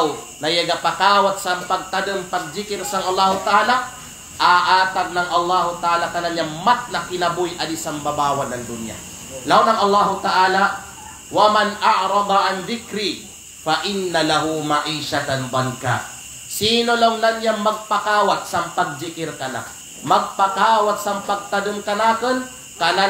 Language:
Kalagan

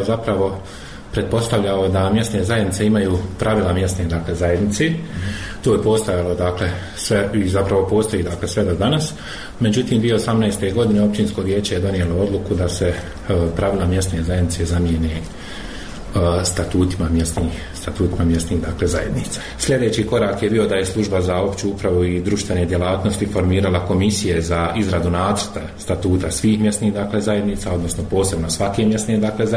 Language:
Bosnian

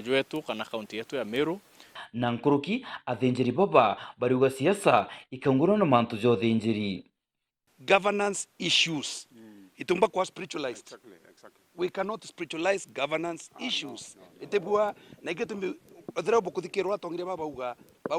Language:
Meru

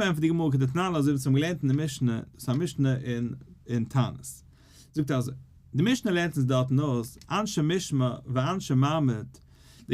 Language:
Yiddish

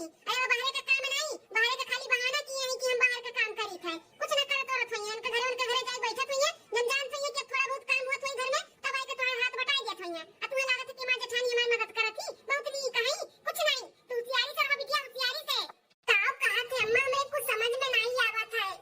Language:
Awadhi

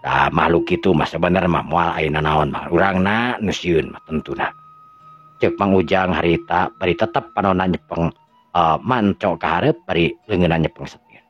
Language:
Sundanese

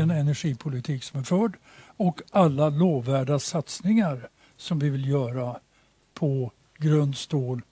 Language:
Swedish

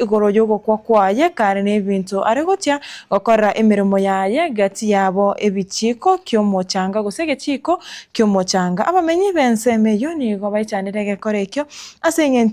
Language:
Gusii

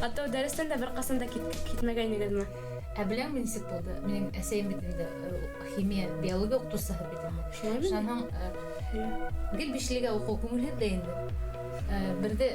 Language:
Bashkir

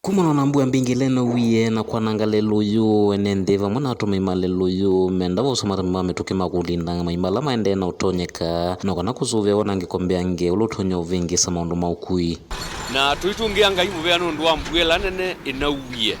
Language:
Kamba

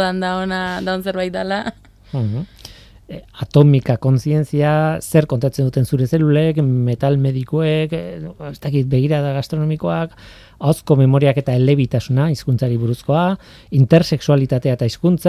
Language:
Basque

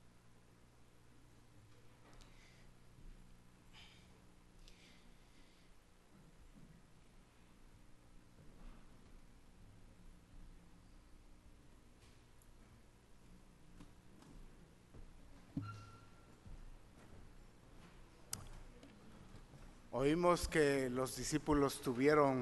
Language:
Spanish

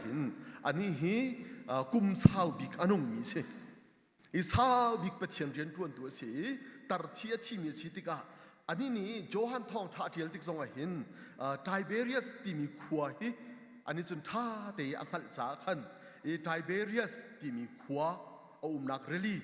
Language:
Hakha Chin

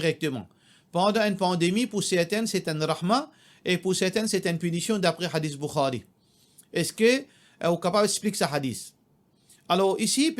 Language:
Morisyen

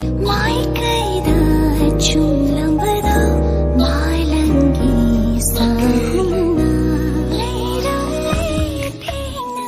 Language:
Manipuri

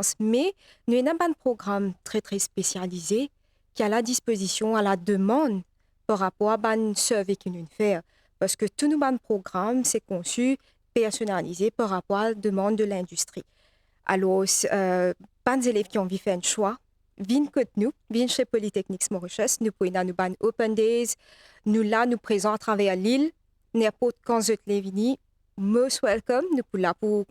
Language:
Morisyen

